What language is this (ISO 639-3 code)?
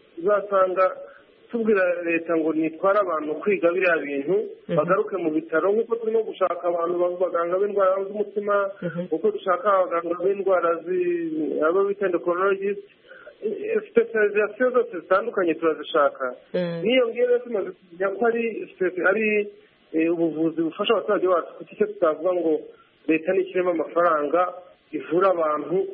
kin